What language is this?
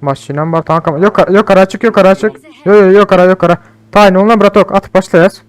Turkmen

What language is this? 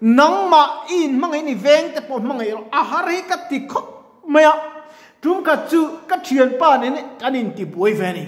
Mizo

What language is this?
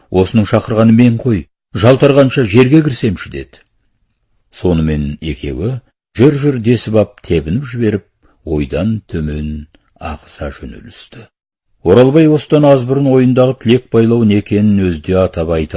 Kazakh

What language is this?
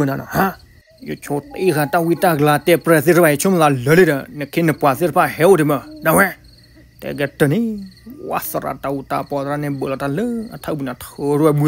S'gaw Karen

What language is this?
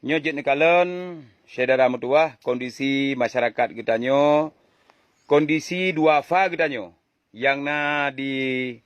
Achinese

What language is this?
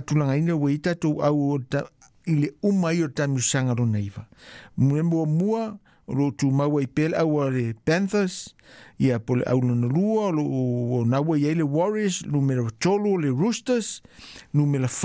Samoan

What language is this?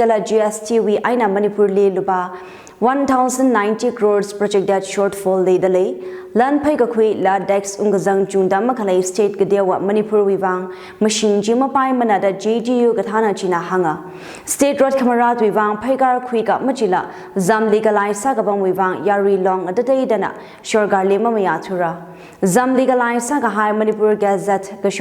Tangkhul Naga (India)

